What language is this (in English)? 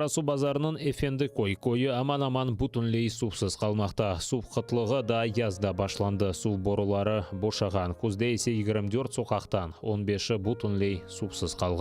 Crimean Tatar